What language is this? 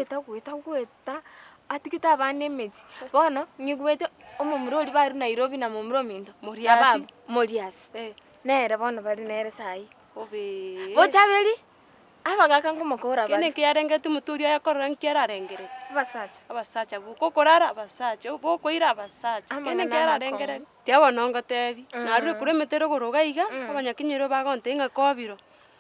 Gusii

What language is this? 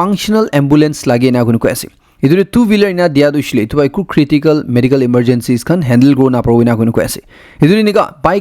Naga Pidgin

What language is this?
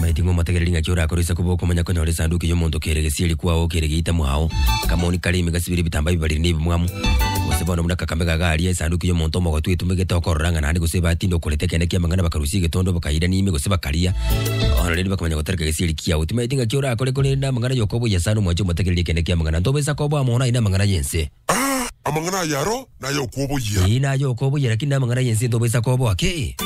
Gusii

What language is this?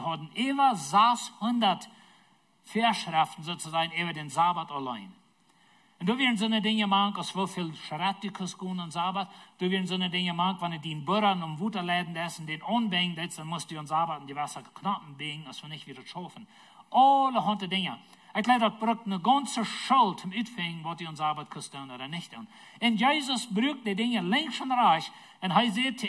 Plautdietsch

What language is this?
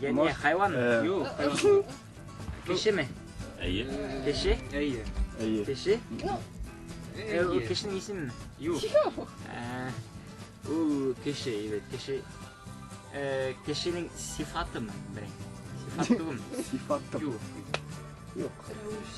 Bashkir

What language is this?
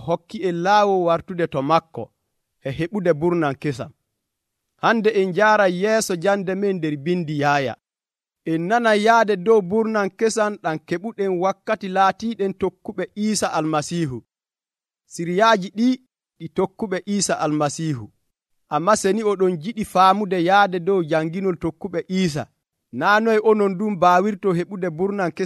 Nigerian Fulfulde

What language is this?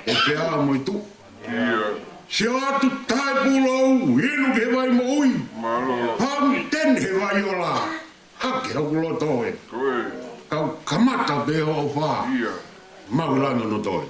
Tongan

